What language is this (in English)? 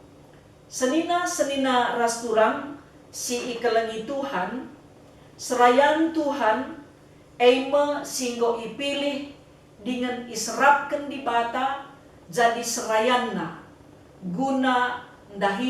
Batak Karo